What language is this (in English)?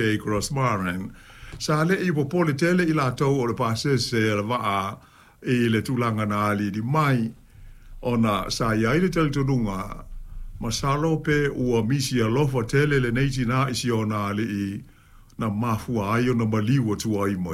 Samoan